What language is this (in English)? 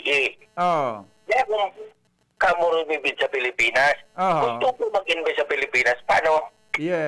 Bikol